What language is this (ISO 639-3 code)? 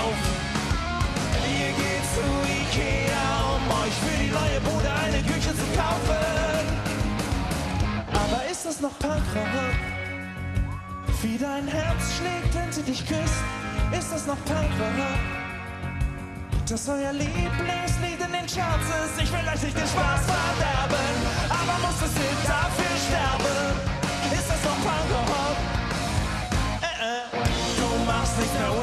deu